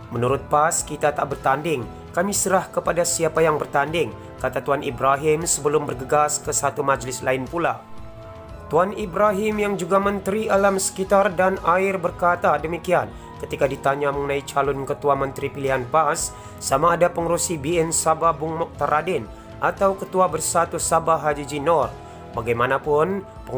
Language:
Malay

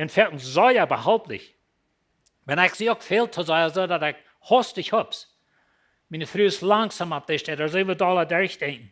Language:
Plautdietsch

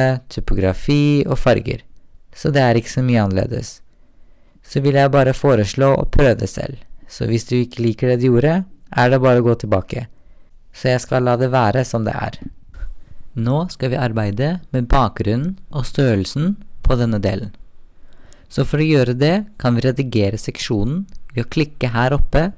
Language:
Norwegian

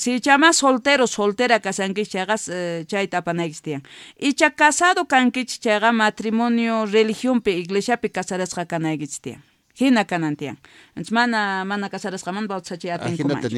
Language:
South Bolivian Quechua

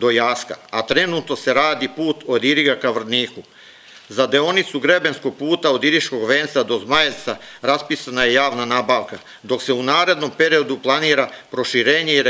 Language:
Serbian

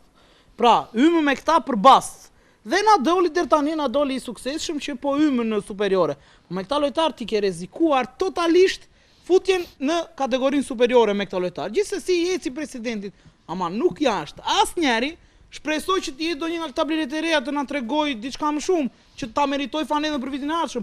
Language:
Albanian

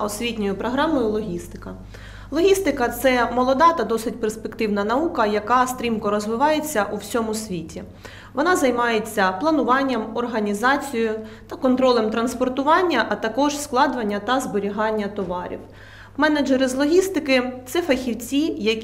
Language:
Ukrainian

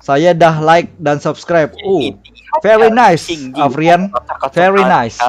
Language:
Banjar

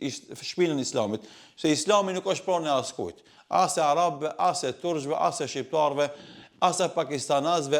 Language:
Albanian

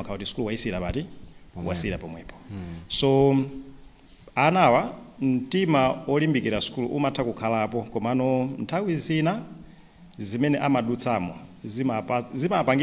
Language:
Nyanja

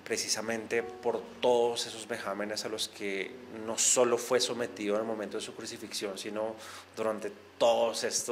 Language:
Spanish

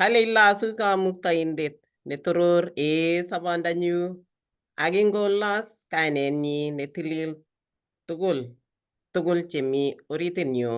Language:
Kalenjin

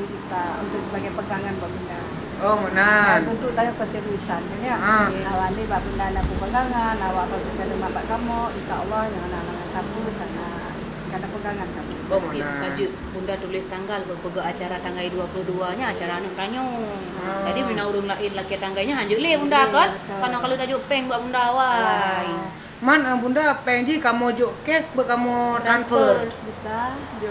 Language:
Achinese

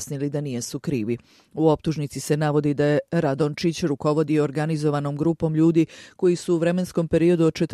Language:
Serbian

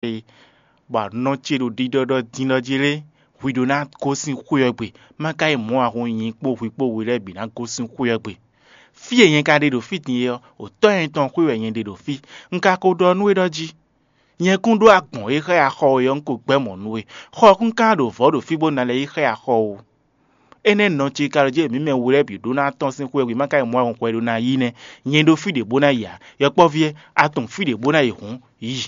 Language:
Fon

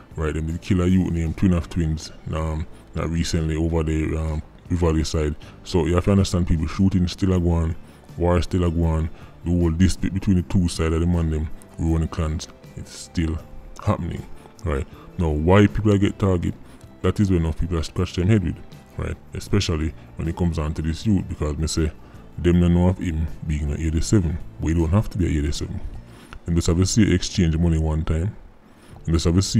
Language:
Jamaican Creole English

